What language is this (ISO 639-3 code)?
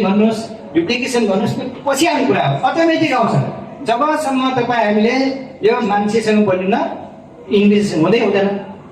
nep